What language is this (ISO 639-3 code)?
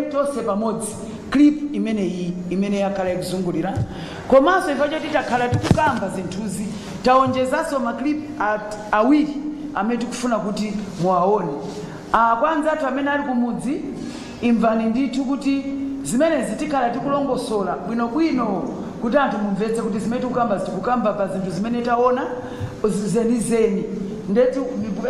nya